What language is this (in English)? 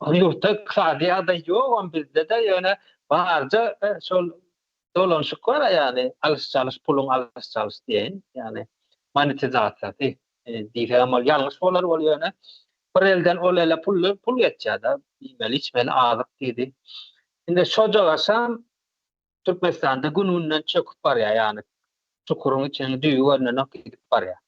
Turkmen